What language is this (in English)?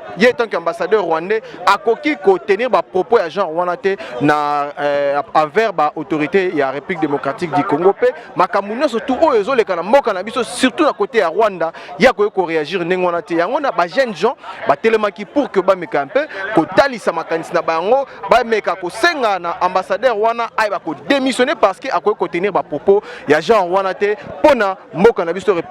Lingala